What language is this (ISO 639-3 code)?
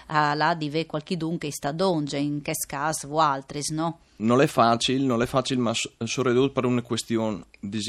fur